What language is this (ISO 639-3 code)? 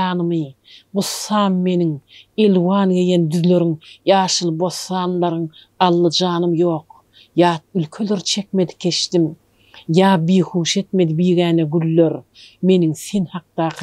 tuk